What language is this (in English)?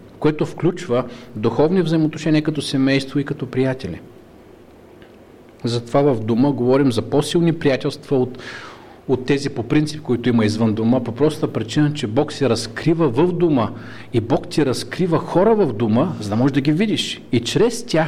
Bulgarian